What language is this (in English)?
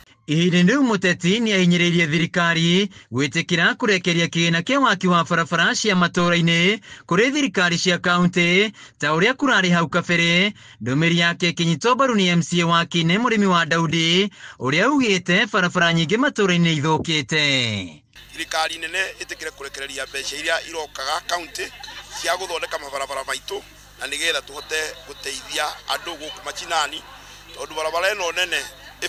Kikuyu